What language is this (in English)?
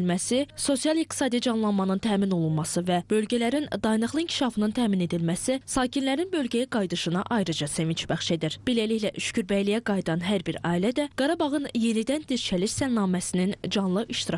Azerbaijani